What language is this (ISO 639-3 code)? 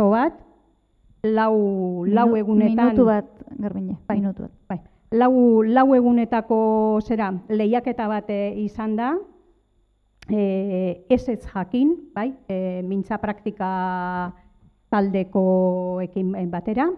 eus